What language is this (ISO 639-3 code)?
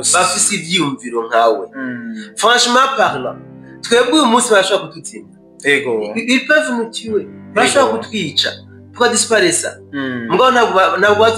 run